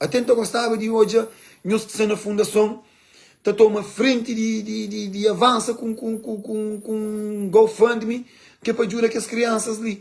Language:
Kabuverdianu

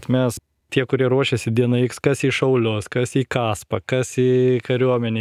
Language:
Lithuanian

